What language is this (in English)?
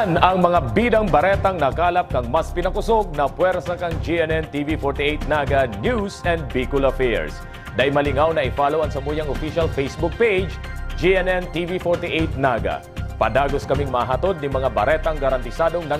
Bikol